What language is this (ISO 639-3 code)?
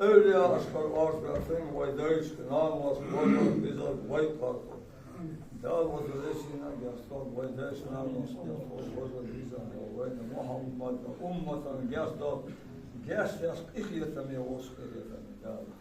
inh